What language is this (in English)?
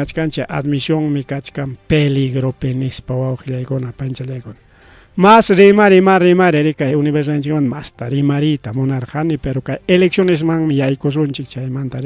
Ayacucho Quechua